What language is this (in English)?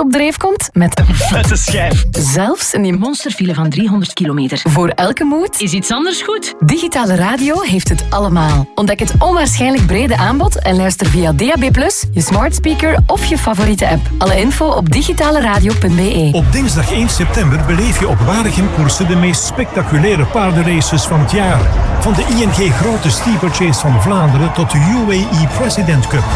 Dutch